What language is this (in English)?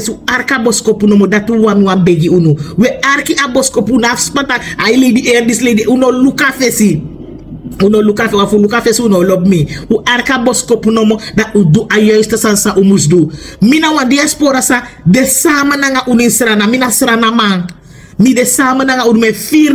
Sranan Tongo